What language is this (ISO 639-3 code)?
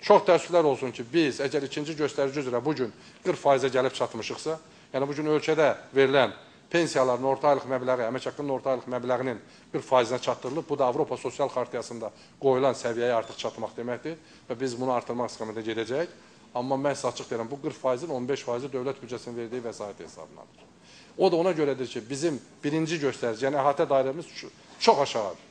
aze